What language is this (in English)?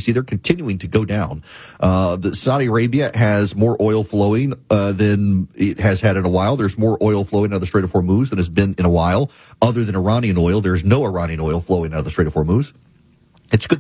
English